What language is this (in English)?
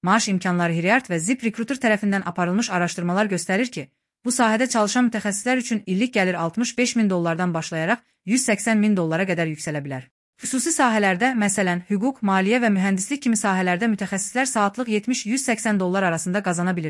Azerbaijani